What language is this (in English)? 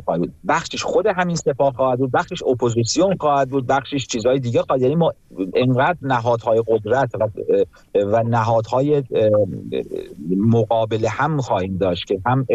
Persian